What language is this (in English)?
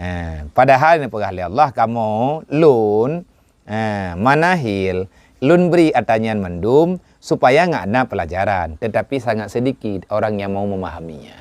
Achinese